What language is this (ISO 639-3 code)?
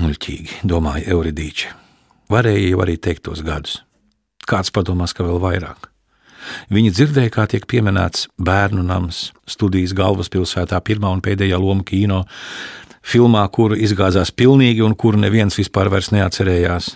lav